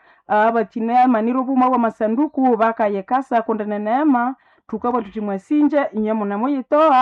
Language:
Nande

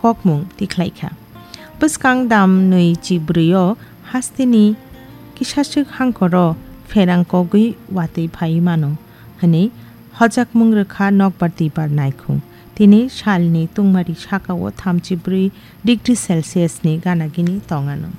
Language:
Kok Borok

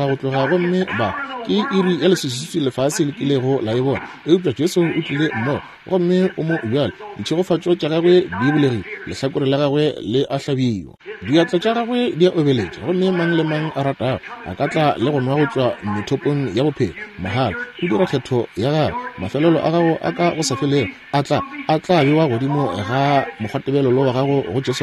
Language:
Northern Sotho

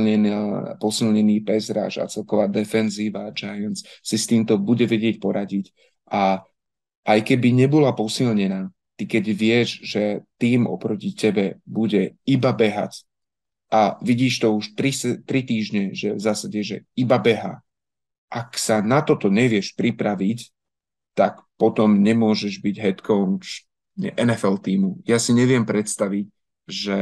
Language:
Slovak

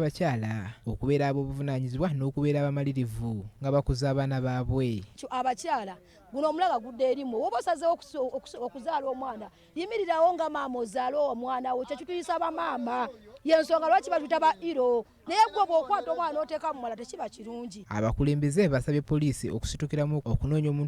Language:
Ganda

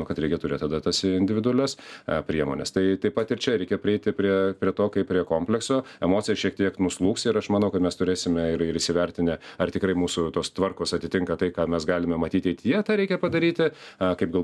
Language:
Lithuanian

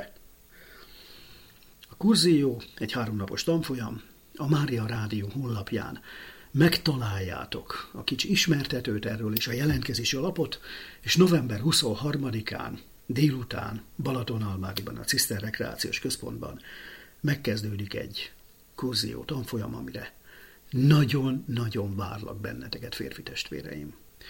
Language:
Hungarian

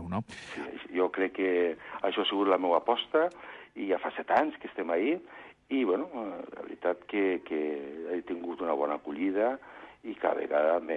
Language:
Catalan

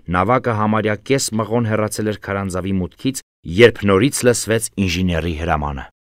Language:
Armenian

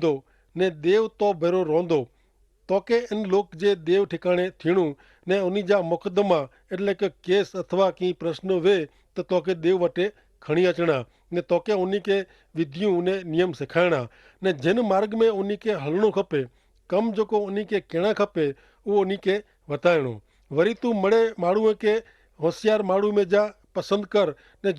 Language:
Kachhi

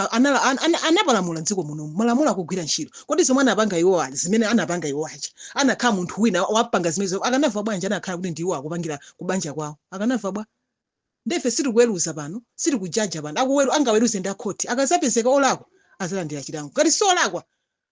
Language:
Nyanja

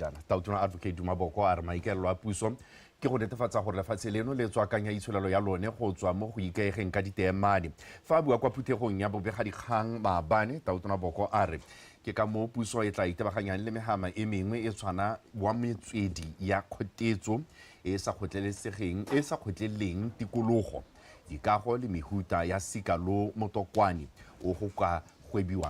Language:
Tswana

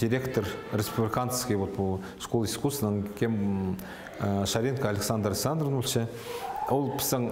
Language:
Khakas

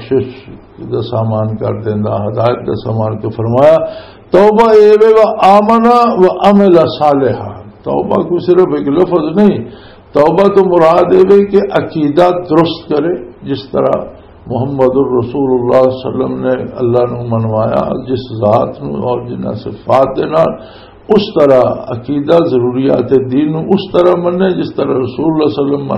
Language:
Western Panjabi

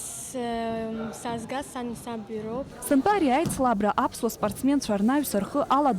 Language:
Abkhazian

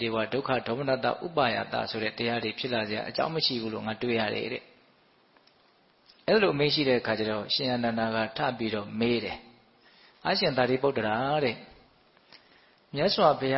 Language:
Burmese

